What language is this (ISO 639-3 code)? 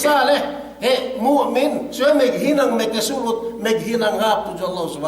yka